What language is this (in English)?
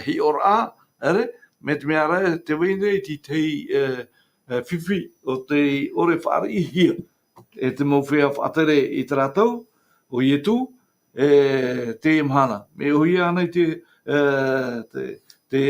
Tahitian